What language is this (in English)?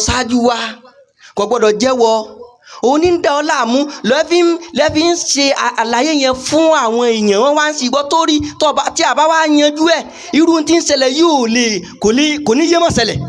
Yoruba